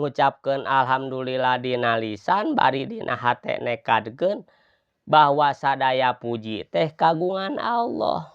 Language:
Sundanese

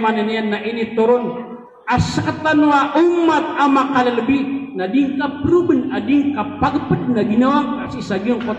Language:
Maranao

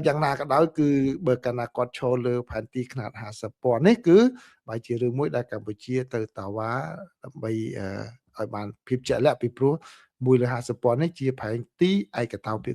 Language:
Khmer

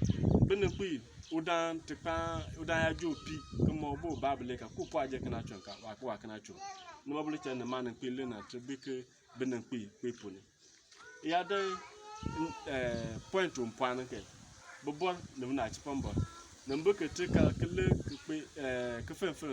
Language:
Bimoba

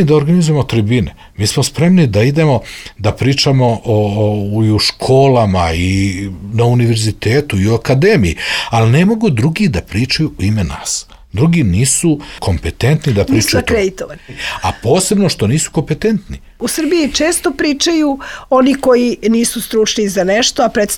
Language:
Serbian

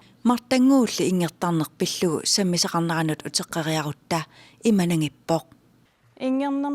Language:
Kalaallisut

